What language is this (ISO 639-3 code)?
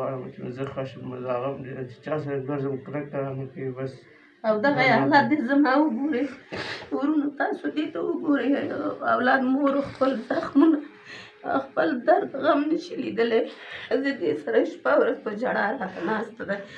pus